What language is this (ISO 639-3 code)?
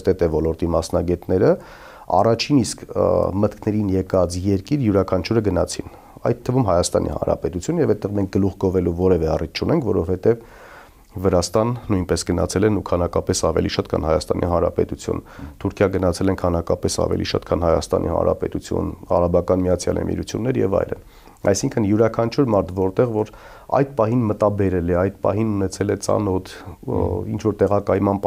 hye